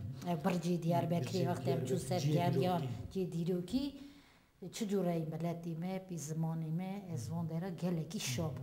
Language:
Kurdish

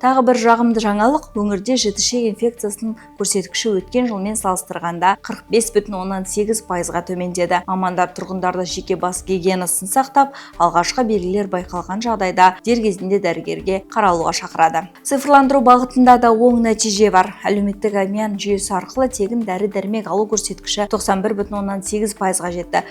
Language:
Kazakh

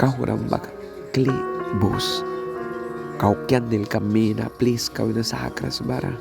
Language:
Mískito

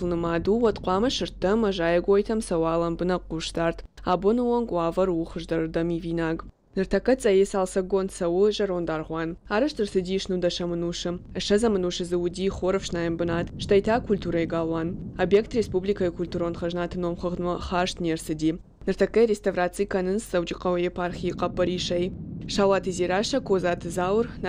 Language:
Ossetic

